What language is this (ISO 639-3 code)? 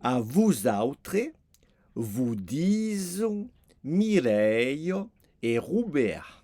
oci